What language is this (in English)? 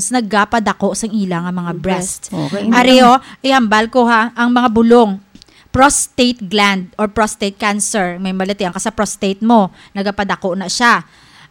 Hiligaynon